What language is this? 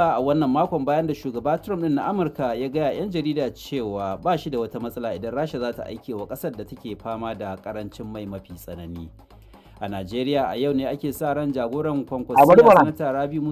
Hausa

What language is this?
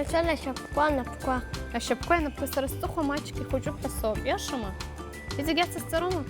Abkhazian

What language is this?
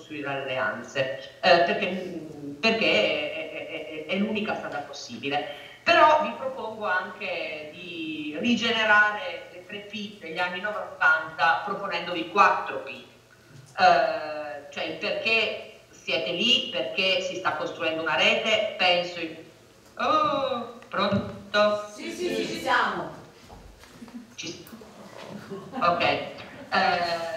Italian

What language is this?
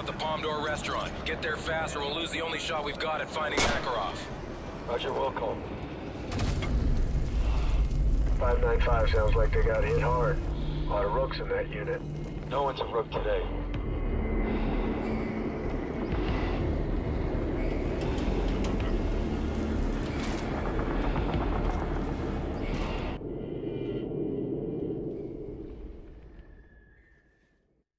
English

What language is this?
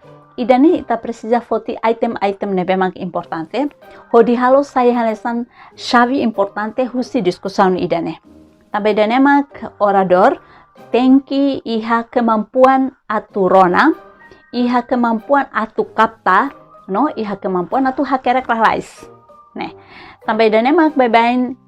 Tetum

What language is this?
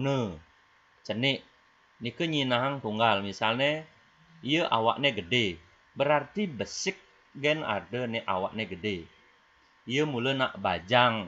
Balinese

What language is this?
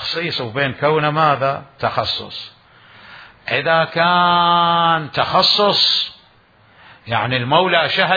Mesopotamian Arabic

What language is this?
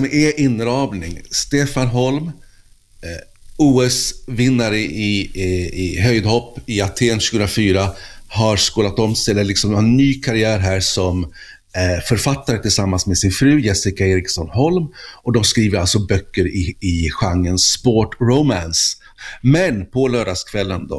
Swedish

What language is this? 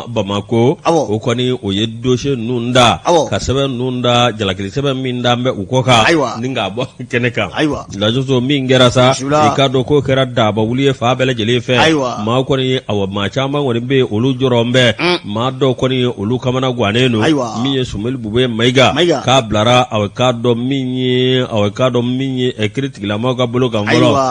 Bambara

